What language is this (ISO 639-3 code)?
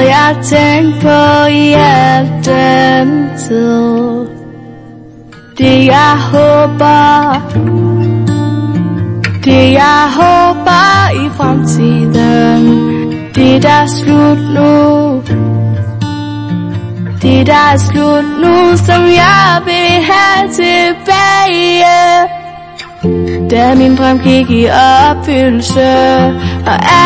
dan